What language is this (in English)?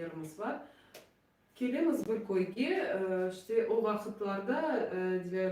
Crimean Tatar